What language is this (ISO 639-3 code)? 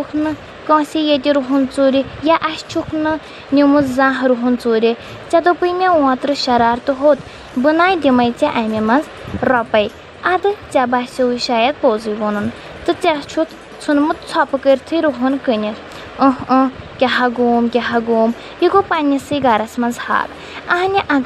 kas